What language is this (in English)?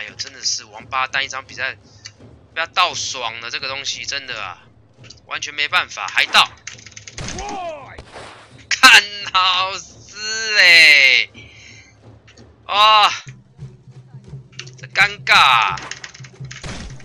Chinese